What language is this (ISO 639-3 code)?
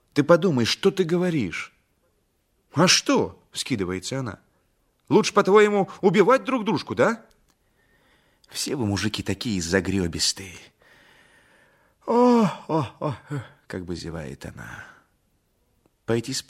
rus